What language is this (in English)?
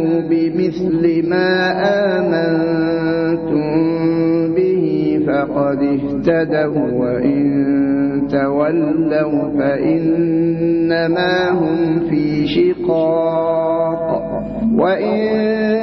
Arabic